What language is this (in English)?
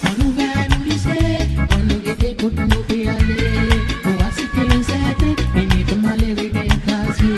Seselwa Creole French